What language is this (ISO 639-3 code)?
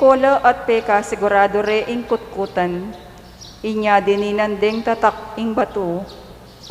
pam